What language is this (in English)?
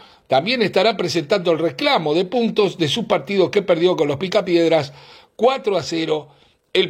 Spanish